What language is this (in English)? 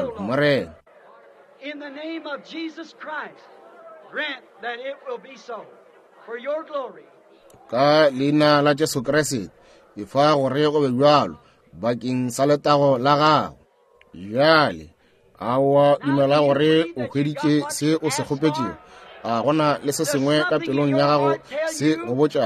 Northern Sotho